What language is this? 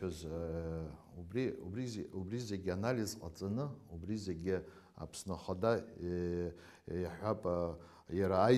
Abkhazian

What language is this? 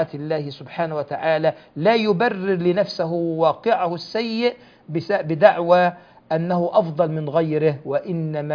Arabic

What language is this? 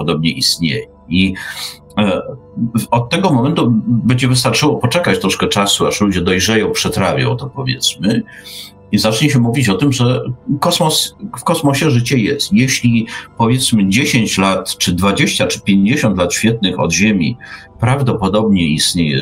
Polish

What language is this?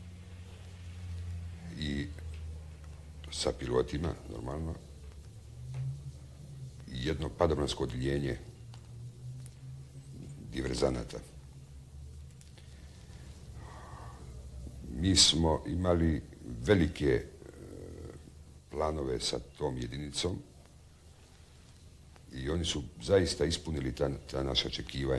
Croatian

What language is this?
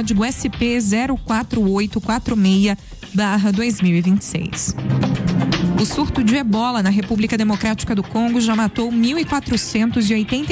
Portuguese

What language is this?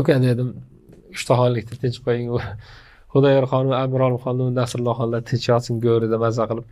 Uzbek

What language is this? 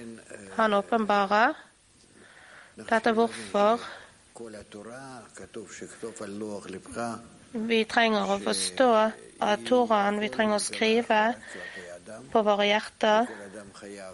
Norwegian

